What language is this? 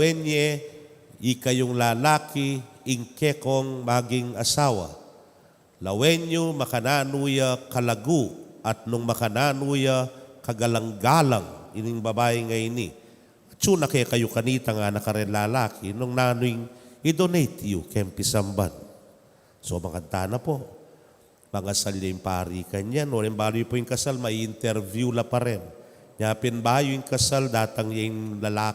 Pampanga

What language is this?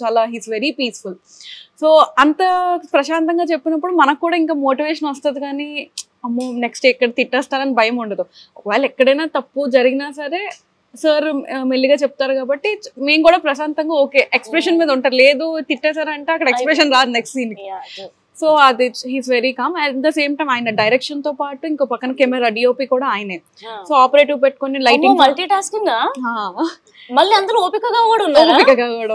Telugu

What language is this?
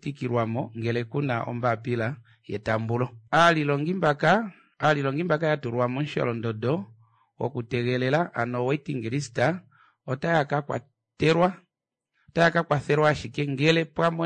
Kuanyama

